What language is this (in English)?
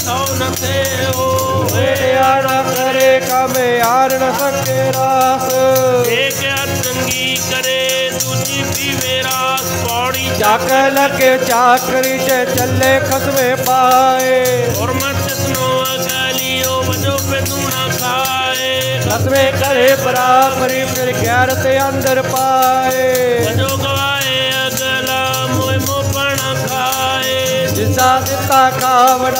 Punjabi